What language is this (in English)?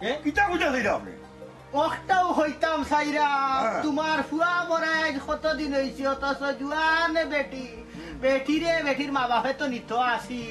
Sylheti